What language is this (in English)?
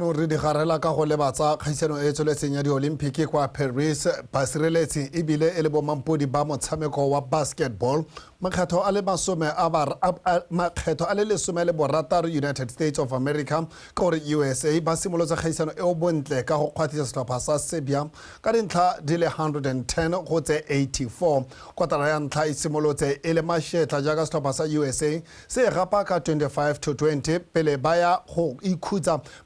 Tswana